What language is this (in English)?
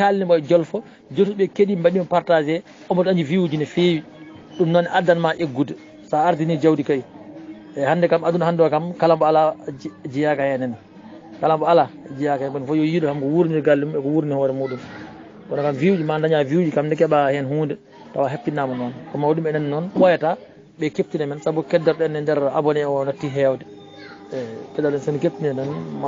Fula